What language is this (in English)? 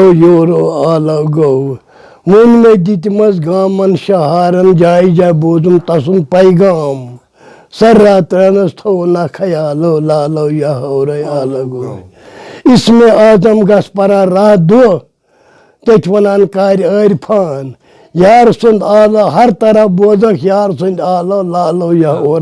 Kashmiri